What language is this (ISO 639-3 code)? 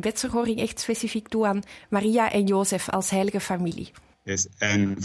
nld